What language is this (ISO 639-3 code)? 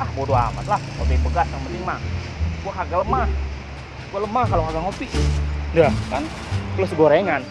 bew